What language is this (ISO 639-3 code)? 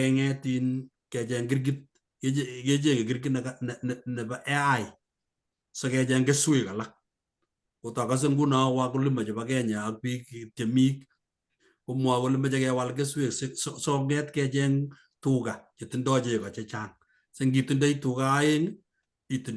kln